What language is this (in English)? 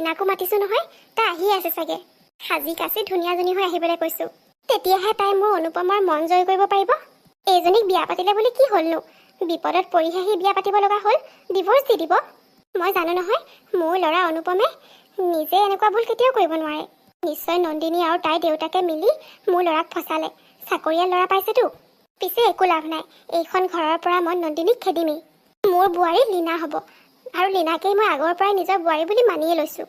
Assamese